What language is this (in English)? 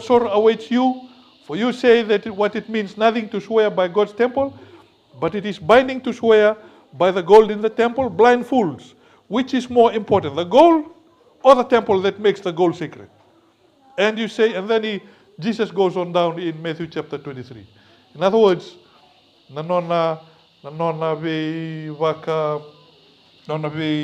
Fijian